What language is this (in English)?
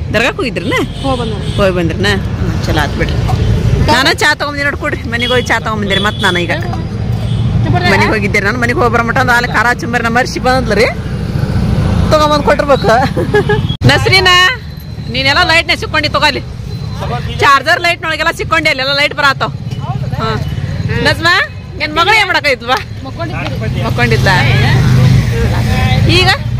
Kannada